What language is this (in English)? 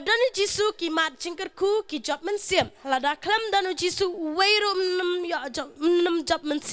Khasi